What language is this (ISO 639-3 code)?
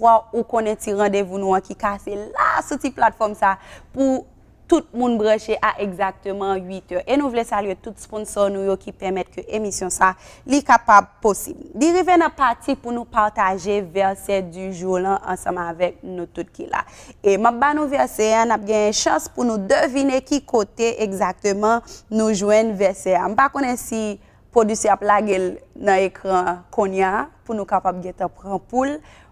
hat